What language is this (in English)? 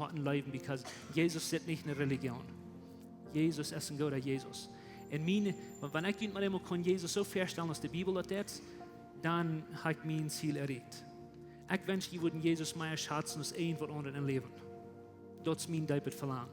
Plautdietsch